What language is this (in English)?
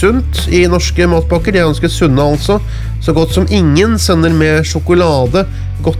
Norwegian